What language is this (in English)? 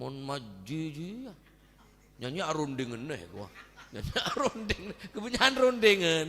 Madurese